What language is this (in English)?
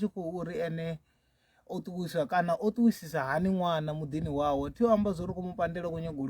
Venda